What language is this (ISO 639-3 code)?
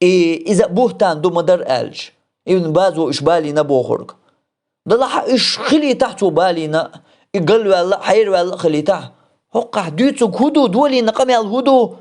che